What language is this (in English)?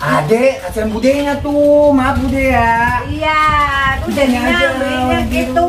Betawi